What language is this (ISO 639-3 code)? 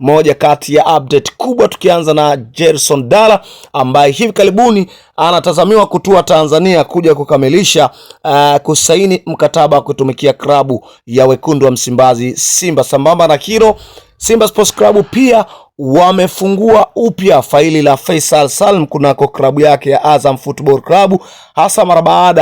swa